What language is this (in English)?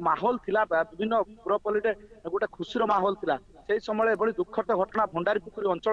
Odia